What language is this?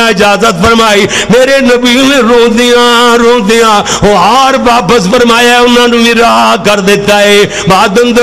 Western Panjabi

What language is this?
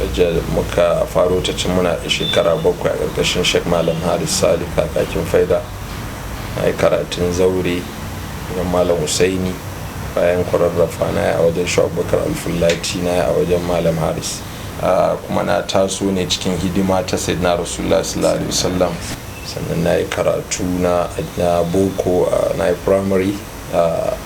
Hausa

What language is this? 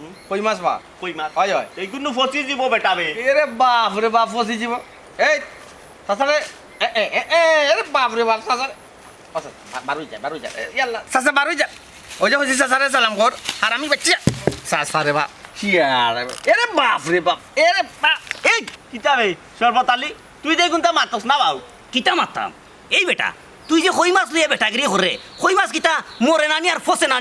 Sylheti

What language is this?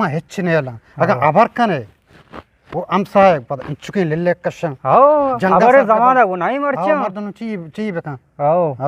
Eastern Balochi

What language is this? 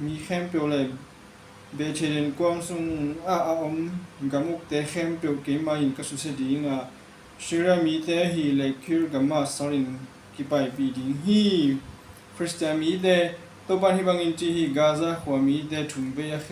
Tedim Chin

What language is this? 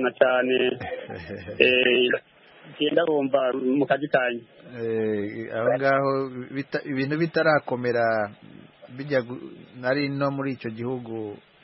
Kinyarwanda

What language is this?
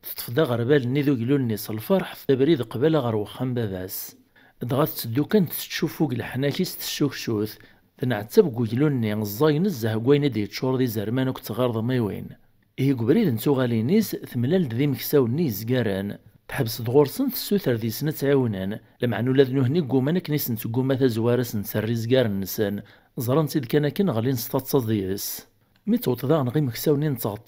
Kabyle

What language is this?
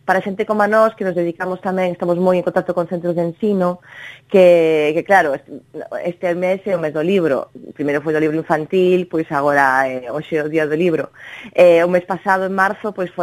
Galician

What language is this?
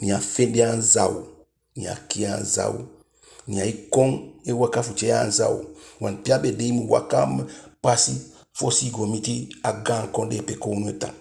Eastern Maroon Creole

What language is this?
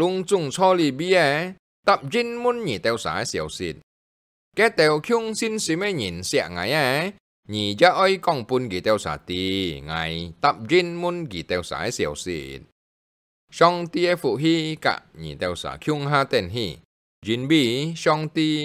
Hakka Chinese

